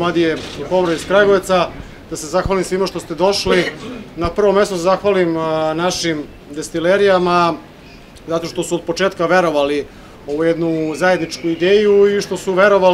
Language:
Serbian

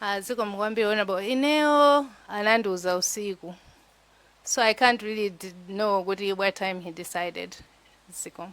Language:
Nyanja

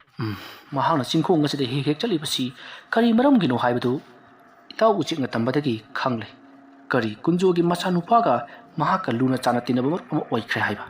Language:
Manipuri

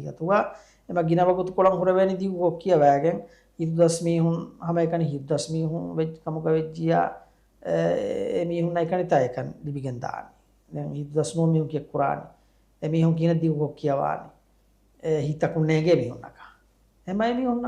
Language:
Divehi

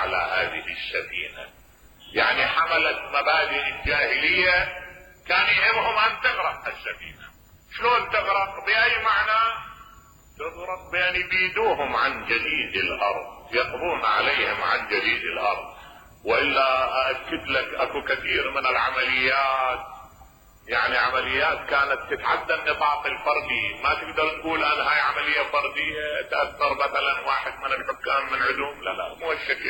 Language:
Mesopotamian Arabic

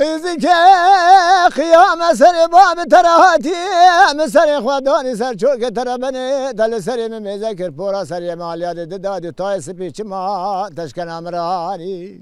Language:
Zaza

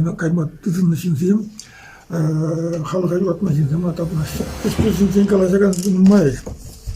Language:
Chuvash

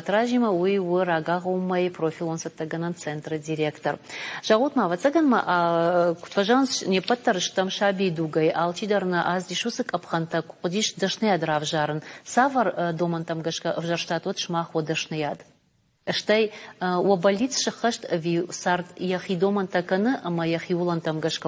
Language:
Ossetic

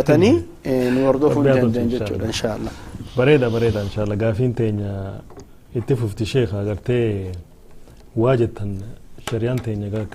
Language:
Oromo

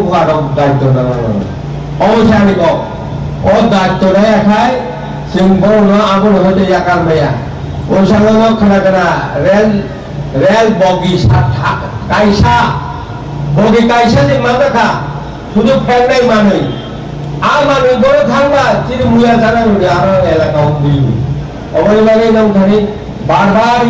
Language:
Kok Borok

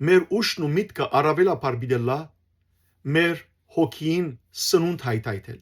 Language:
Western Armenian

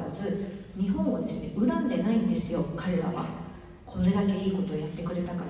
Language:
Japanese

